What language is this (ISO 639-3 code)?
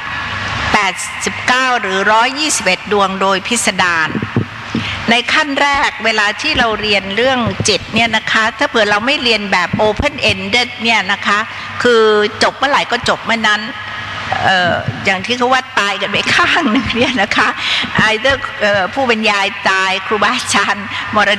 tha